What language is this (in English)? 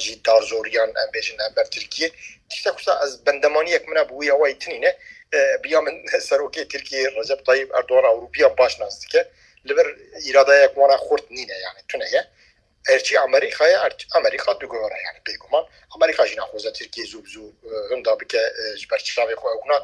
Kurdish